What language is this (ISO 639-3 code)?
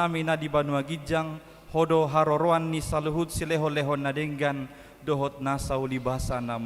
bbc